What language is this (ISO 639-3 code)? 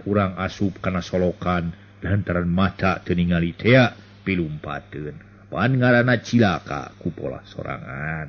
sun